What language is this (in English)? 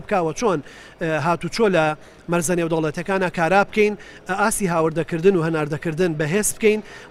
Central Kurdish